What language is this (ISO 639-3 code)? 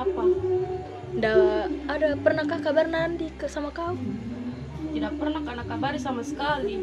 mfp